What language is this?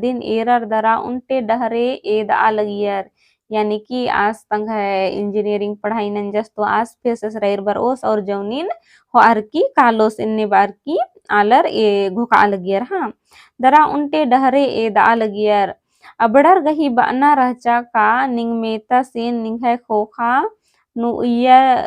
Kurukh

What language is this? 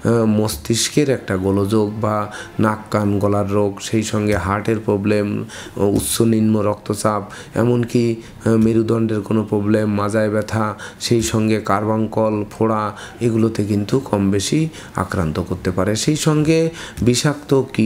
Bangla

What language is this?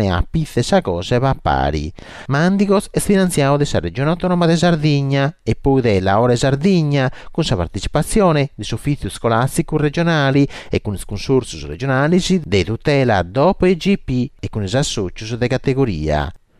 Sardinian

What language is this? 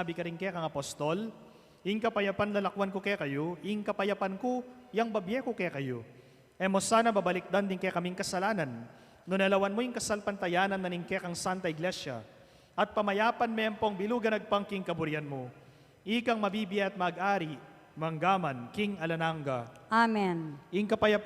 Pampanga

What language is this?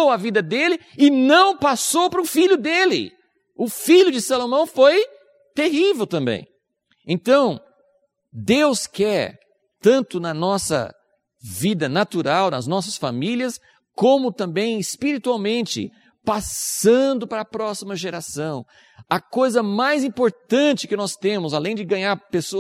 Portuguese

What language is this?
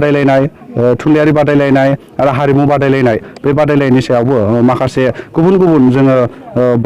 Bodo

